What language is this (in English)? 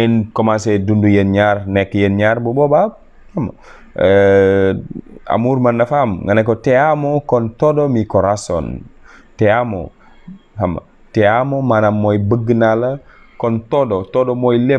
Wolof